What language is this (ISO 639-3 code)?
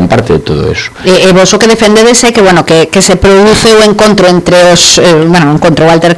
glg